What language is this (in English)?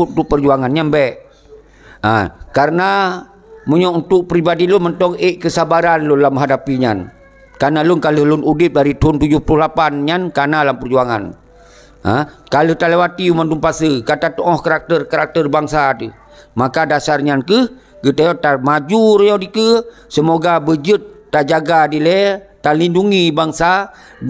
Achinese